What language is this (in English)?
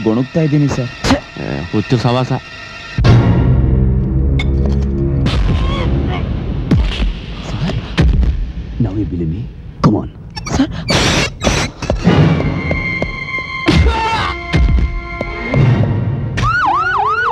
Kannada